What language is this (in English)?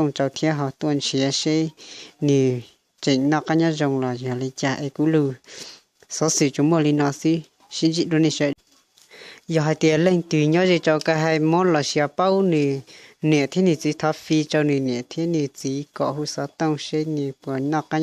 Hmong